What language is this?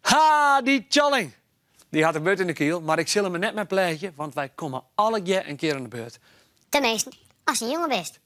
Western Frisian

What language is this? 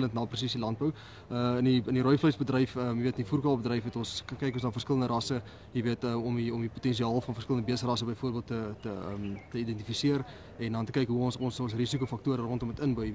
Afrikaans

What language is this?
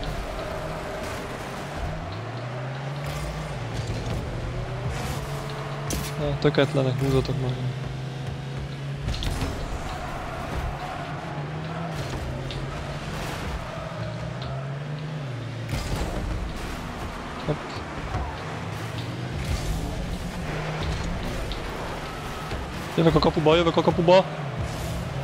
Hungarian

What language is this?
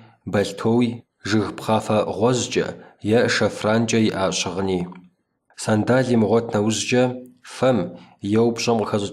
Kabardian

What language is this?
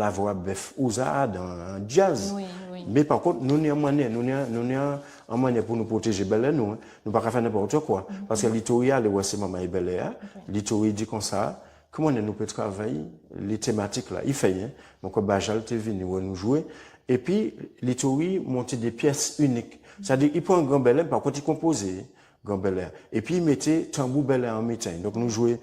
Guadeloupean Creole French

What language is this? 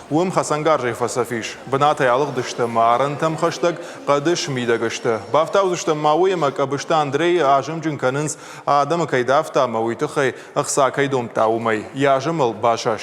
Ossetic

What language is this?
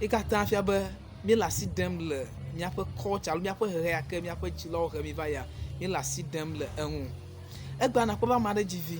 Ewe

